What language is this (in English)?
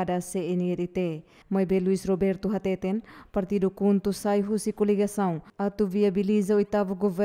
Tetum